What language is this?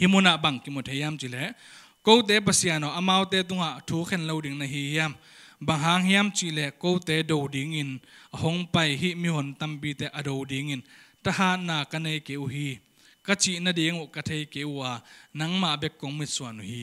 Tedim Chin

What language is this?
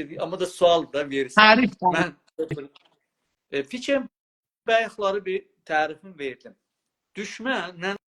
South Azerbaijani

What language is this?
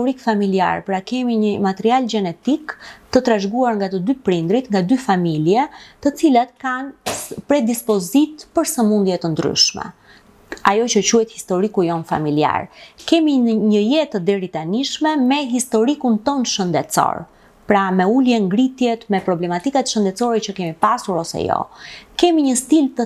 Albanian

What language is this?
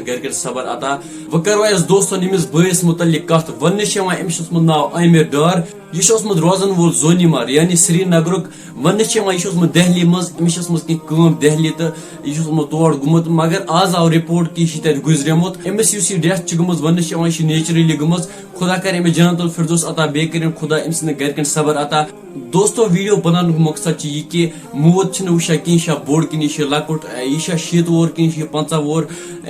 Kashmiri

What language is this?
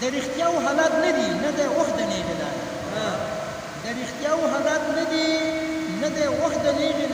Pashto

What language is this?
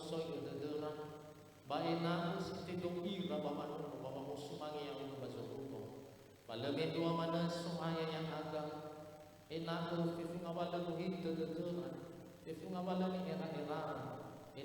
Nias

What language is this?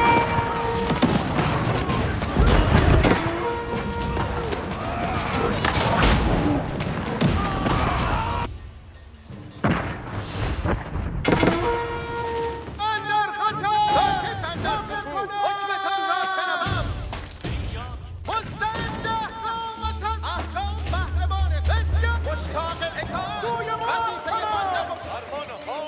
Persian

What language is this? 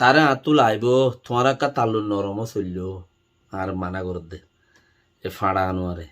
Rohingya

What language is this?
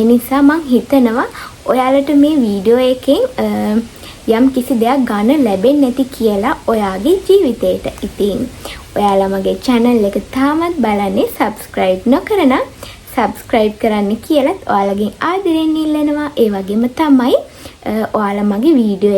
Sinhala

